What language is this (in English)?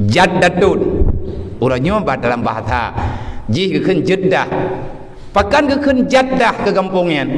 Achinese